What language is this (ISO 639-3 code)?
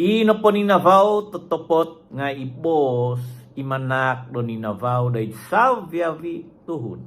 dtp